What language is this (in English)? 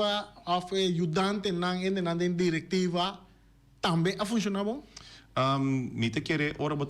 Papiamento